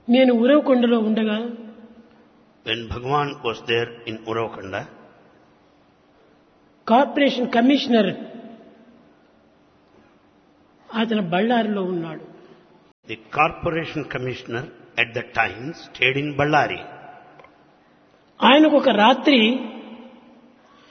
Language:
Telugu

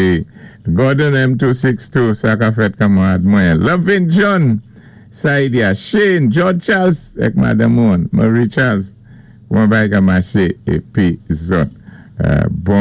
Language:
Saint Lucian Creole French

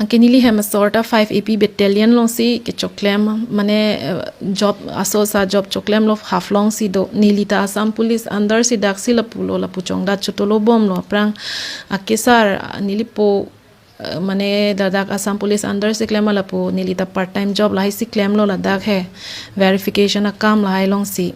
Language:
Karbi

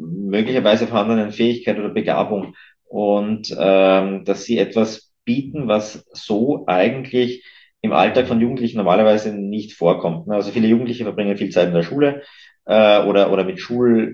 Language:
German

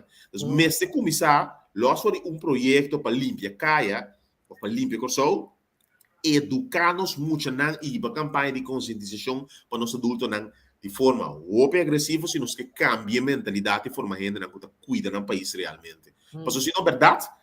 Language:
Papiamento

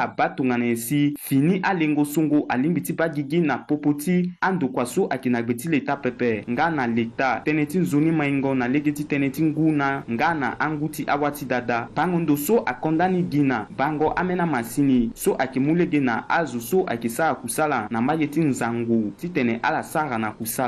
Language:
Sango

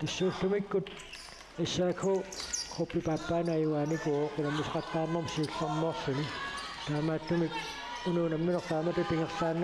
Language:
Kalaallisut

